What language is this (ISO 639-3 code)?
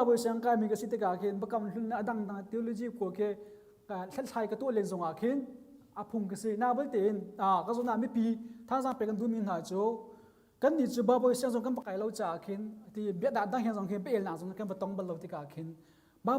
cnh